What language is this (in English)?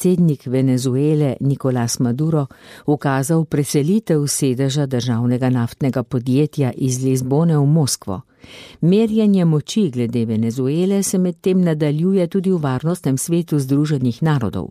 Slovenian